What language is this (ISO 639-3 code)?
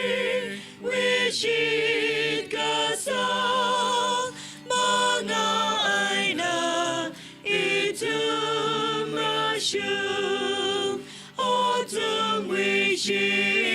nmf